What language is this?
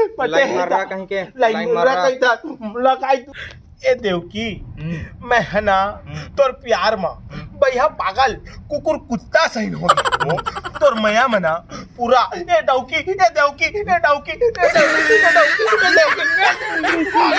Chhattisgarhi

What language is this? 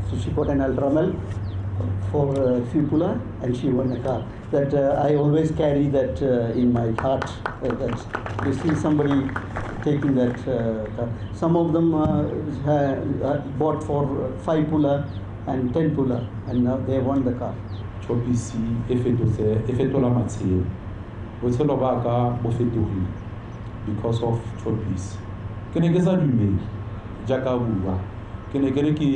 Tswana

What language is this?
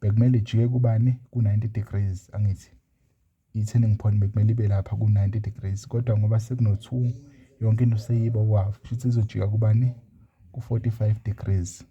Zulu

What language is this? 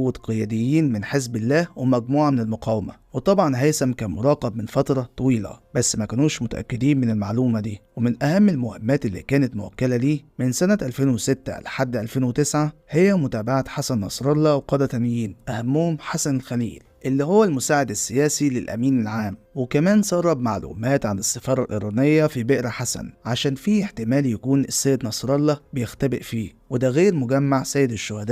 Egyptian Arabic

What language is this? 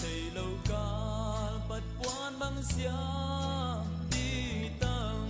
Paite Chin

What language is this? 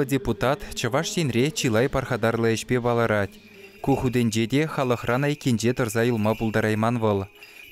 Chuvash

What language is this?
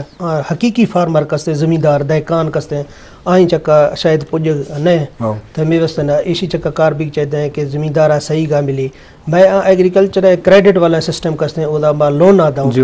Eastern Balochi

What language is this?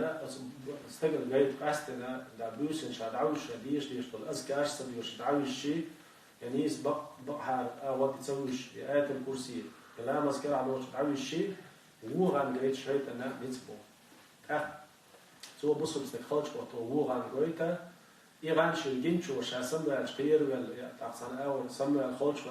Chechen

